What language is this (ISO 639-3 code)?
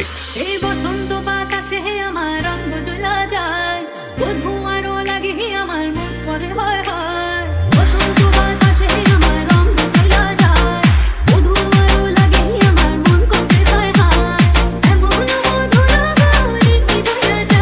ben